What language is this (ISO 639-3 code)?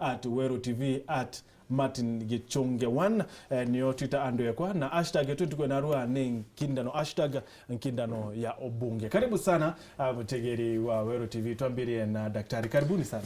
mer